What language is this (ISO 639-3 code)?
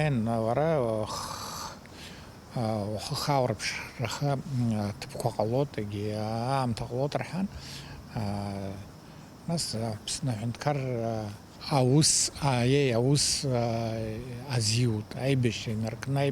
abk